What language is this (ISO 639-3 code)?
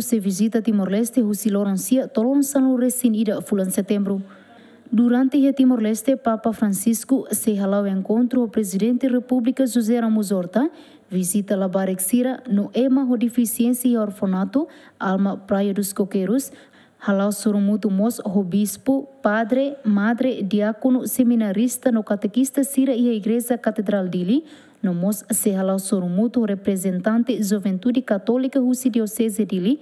tet